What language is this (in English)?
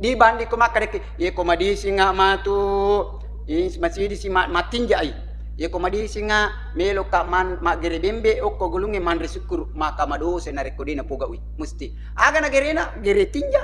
Buginese